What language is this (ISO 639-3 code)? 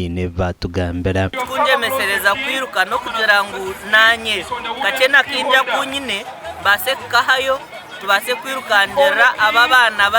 nyn